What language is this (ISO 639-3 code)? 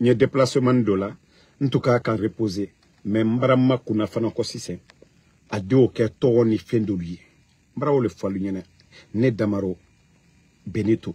bam